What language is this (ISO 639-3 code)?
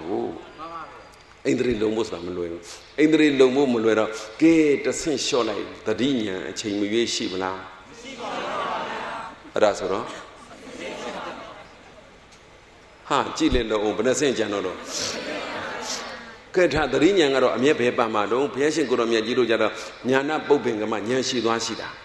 mya